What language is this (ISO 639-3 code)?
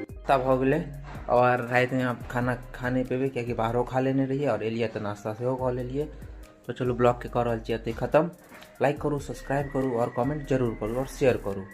mai